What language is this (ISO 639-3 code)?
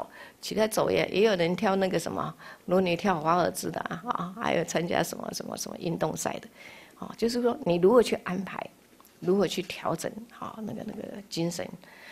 zho